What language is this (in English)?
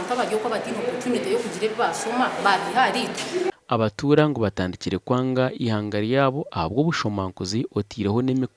Nyankole